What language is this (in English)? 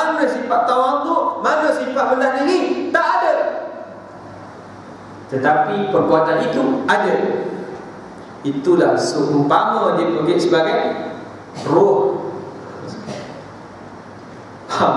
Malay